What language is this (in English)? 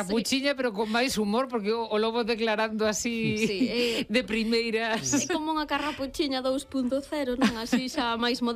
Galician